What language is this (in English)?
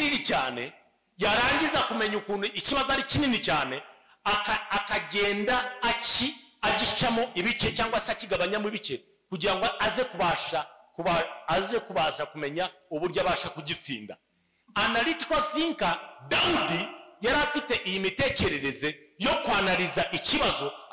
Kinyarwanda